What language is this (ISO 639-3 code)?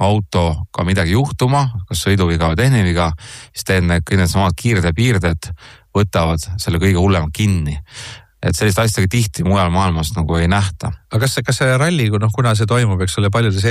est